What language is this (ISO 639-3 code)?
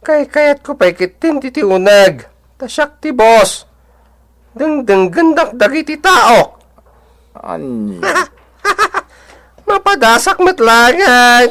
ilo